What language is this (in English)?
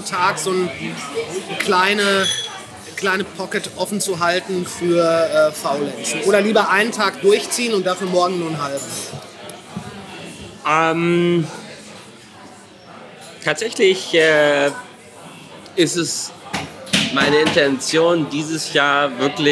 German